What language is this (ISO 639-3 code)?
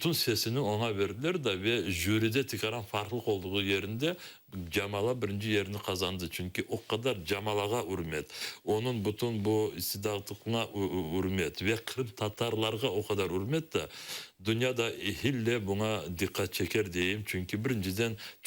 crh